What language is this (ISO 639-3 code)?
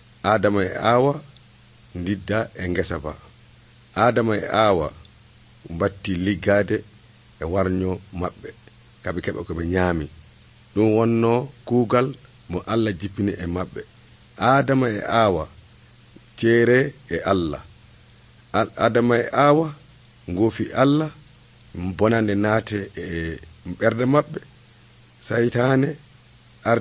fuv